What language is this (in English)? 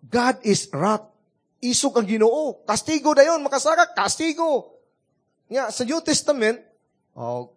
Cebuano